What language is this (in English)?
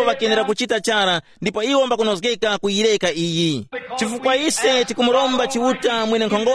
Tumbuka